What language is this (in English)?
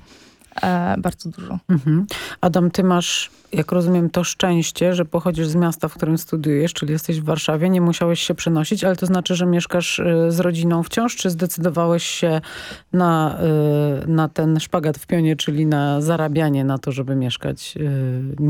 Polish